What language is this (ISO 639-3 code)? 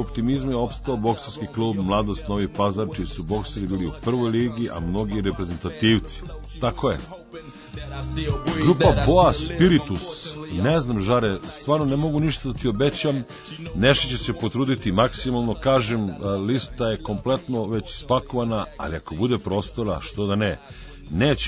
srp